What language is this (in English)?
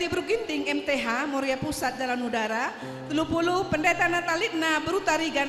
Batak Karo